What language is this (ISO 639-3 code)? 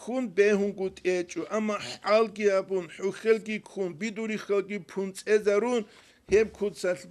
ava